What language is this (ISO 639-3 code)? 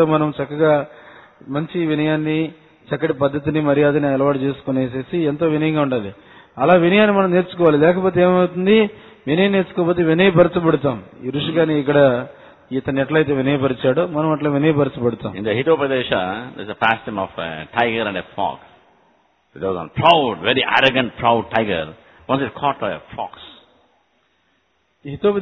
tel